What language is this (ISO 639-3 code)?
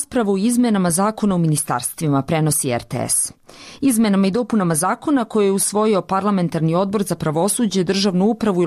srp